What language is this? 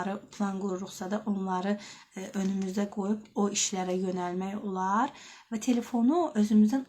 Azerbaijani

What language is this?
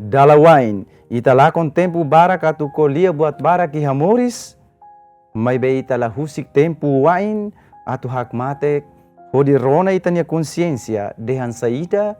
Tetum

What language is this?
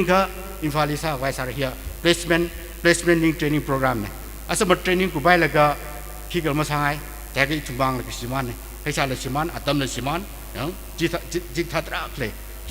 Tangkhul Naga (India)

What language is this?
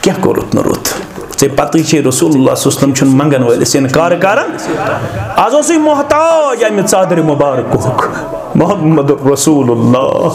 Kashmiri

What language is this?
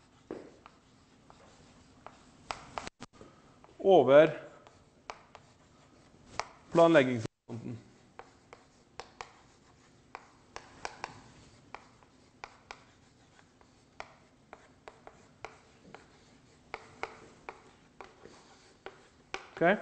Norwegian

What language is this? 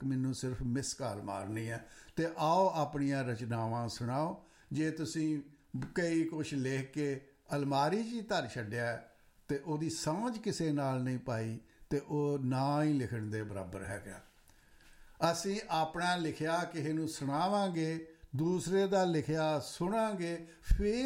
Punjabi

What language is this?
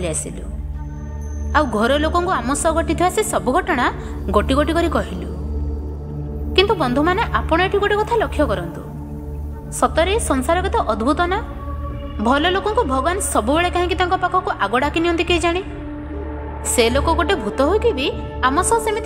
Odia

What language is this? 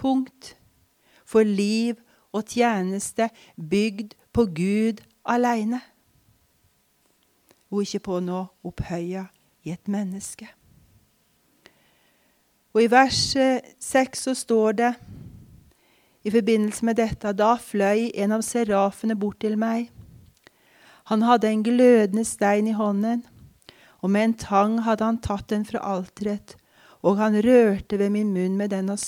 Norwegian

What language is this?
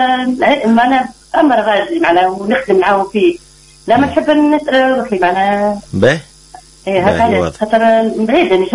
Tunisian Arabic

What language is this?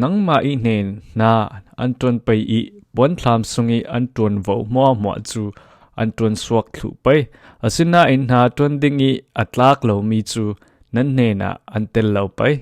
Falam Chin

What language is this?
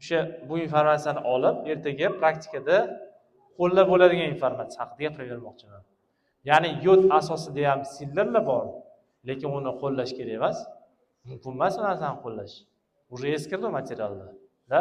Uzbek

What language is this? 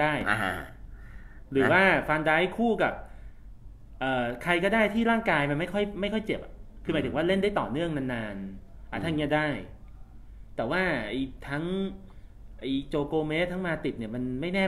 Thai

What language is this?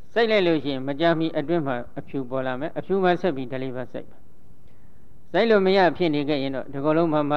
Burmese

